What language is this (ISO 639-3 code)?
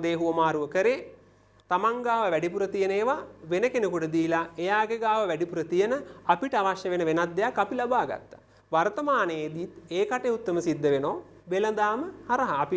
sin